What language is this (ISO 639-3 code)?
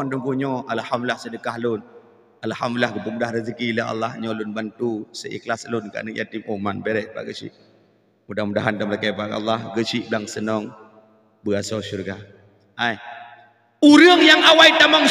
ace